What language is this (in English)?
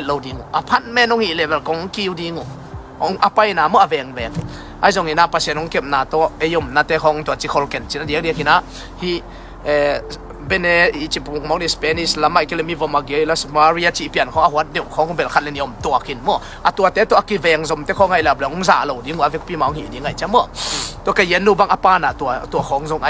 Tedim Chin